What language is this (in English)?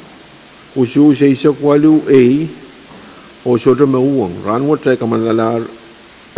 Pohnpeian